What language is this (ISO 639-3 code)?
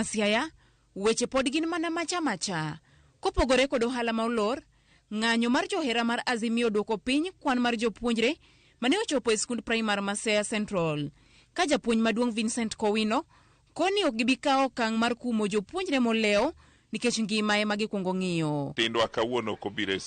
luo